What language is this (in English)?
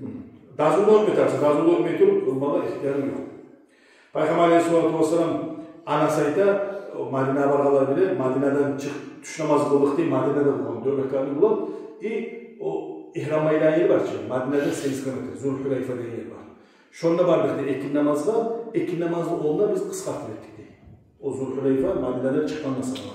Kumyk